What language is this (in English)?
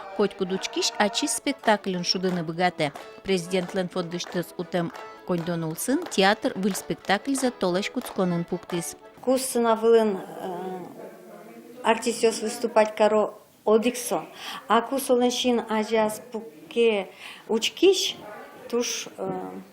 Udmurt